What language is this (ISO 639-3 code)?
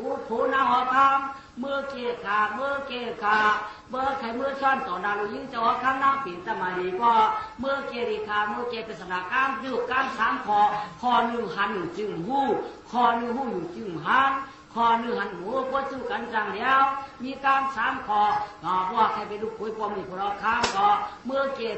shn